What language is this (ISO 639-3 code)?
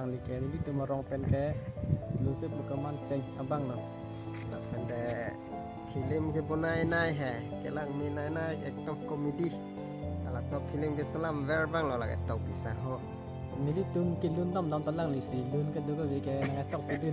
mjw